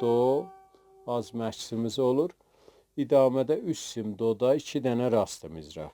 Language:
South Azerbaijani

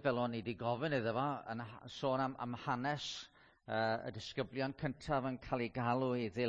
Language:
Welsh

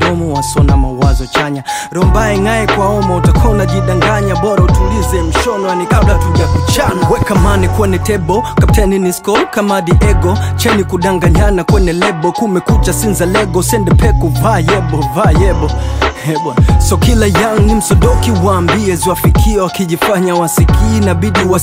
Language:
Swahili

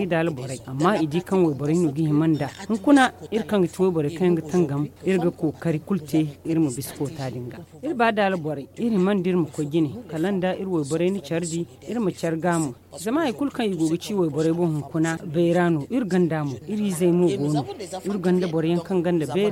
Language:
Zarma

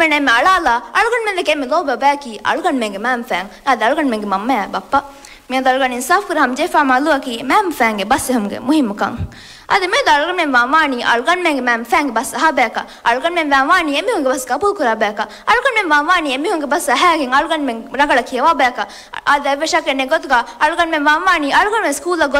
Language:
Divehi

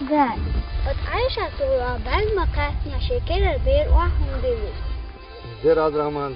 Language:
Chechen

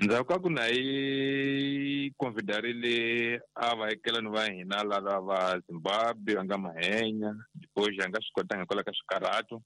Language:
Tsonga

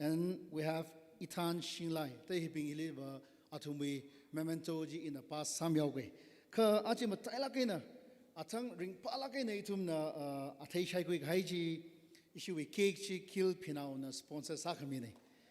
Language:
Tangkhul Naga (India)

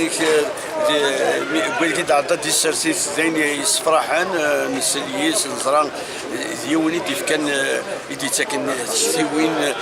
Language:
Kabyle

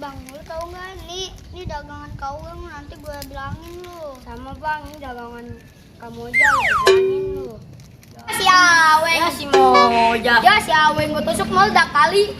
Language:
Betawi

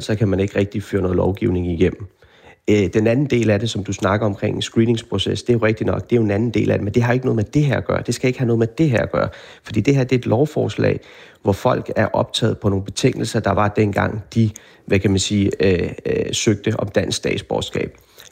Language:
Danish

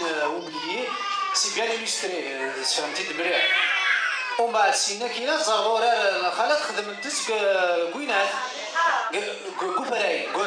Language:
Kabyle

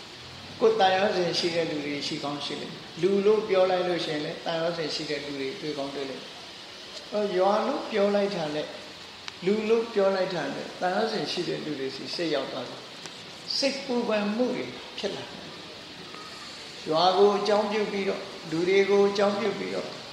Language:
Burmese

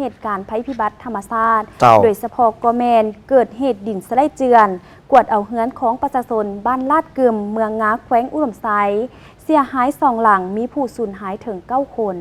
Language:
Lao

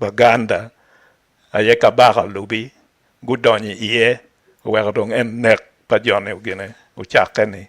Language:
Acoli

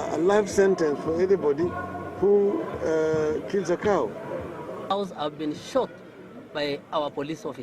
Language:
Meru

